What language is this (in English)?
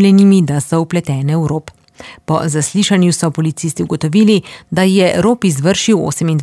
Slovenian